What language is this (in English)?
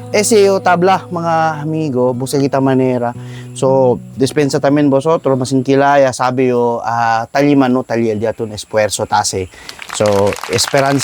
Chavacano